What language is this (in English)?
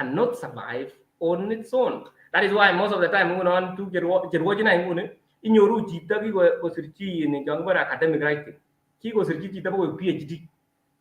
Kalenjin